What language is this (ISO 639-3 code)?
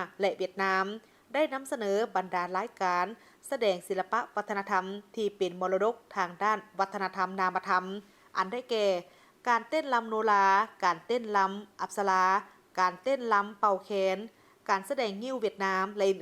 lao